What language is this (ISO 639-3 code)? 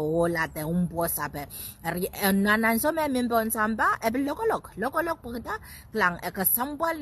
pon